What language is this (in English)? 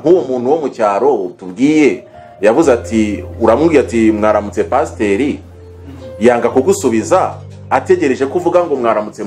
Kinyarwanda